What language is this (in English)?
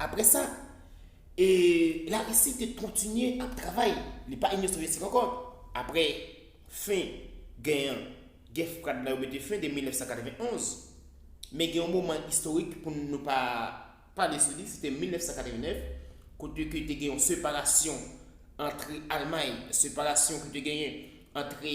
Haitian Creole